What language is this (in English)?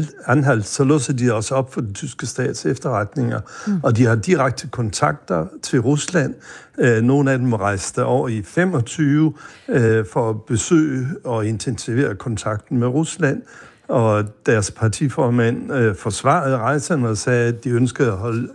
Danish